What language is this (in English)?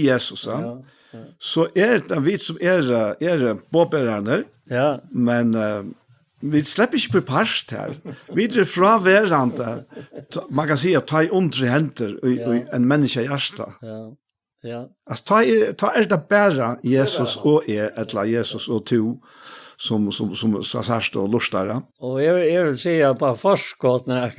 Faroese